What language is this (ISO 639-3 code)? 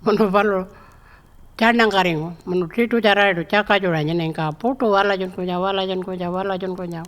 pjt